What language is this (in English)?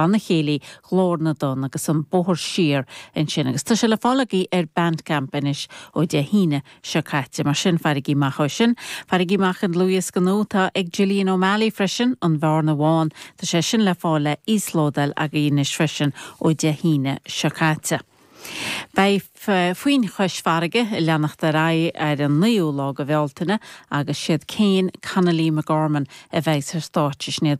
Irish